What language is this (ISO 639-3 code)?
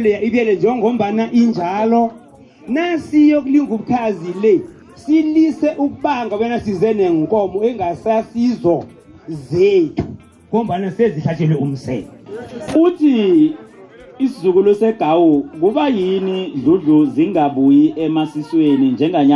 nbl